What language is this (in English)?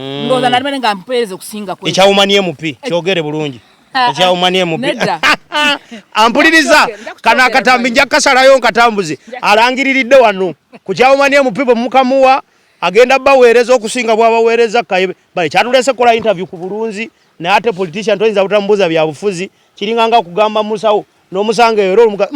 Ganda